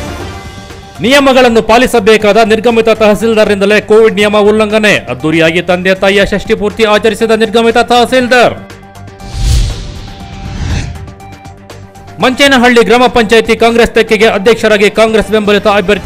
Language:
Kannada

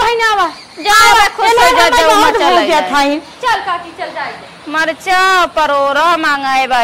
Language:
Awadhi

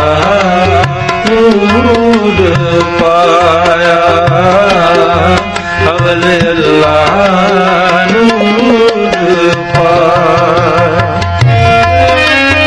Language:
Punjabi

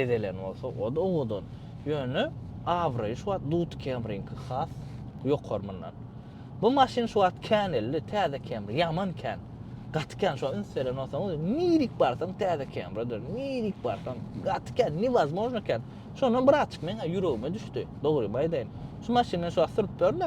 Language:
Turkmen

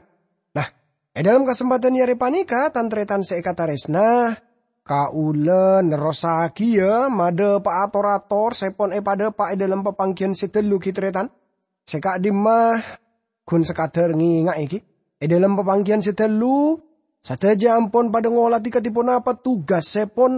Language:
Madurese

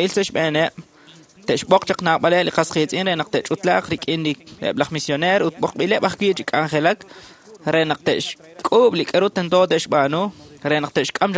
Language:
Kekchí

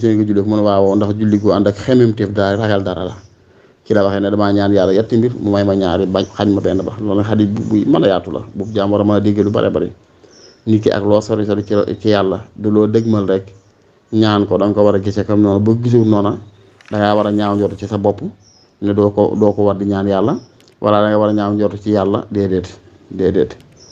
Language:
Wolof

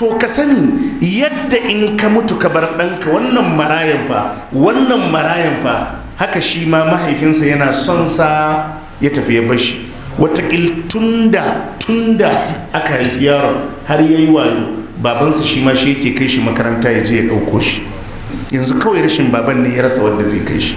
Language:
Hausa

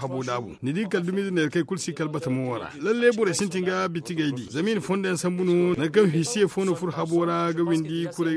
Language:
Zarma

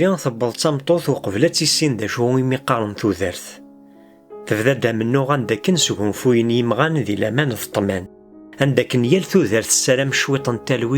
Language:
Kabyle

